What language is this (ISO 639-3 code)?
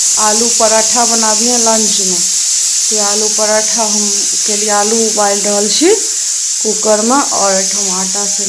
mai